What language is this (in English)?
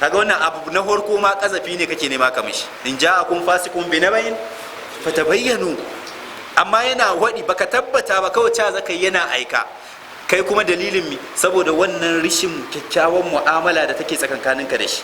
Hausa